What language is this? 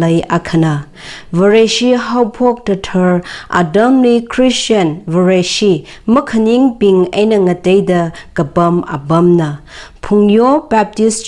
Tangkhul Naga (India)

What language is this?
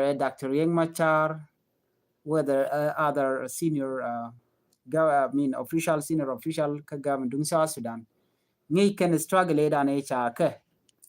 Nuer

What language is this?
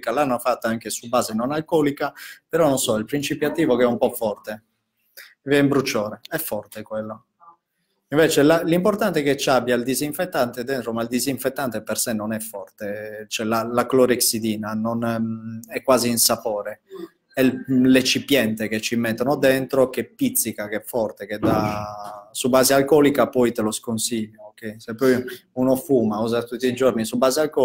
Italian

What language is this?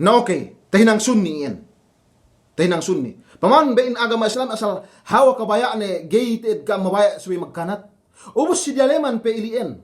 Yakan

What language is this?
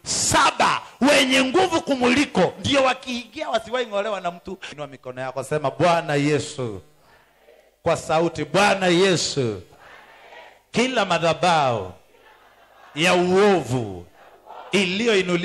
Swahili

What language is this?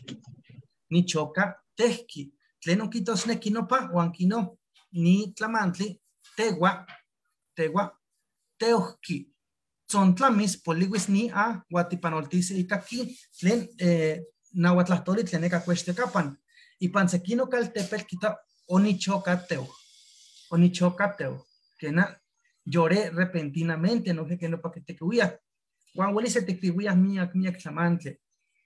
Eastern Huasteca Nahuatl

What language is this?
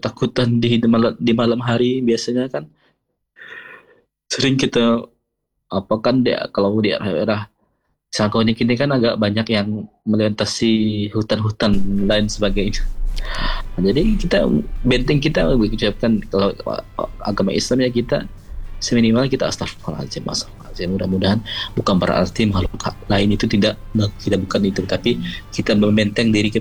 Indonesian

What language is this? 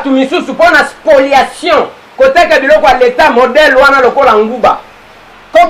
Lingala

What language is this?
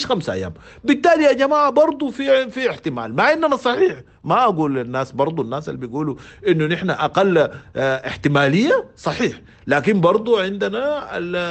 Sudanese Arabic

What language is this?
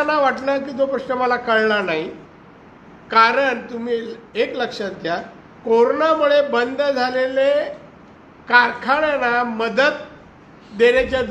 Marathi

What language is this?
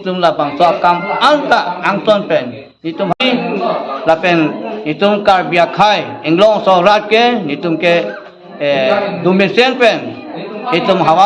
Karbi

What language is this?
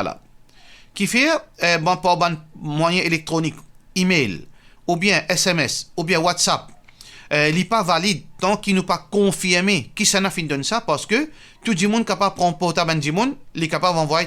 Morisyen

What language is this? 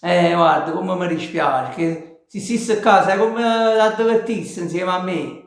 Neapolitan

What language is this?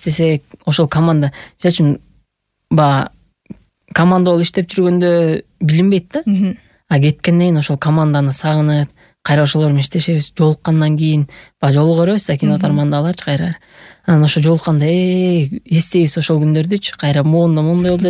Kyrgyz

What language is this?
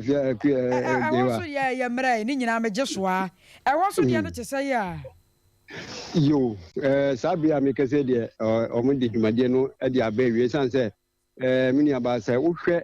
Akan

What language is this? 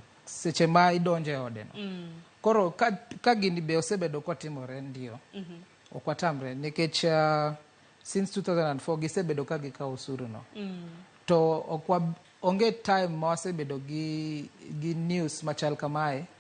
Luo (Kenya and Tanzania)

